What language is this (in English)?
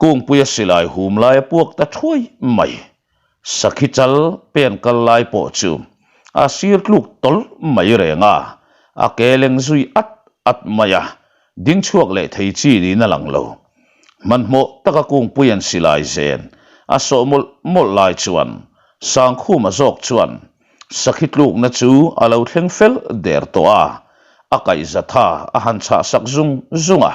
Mizo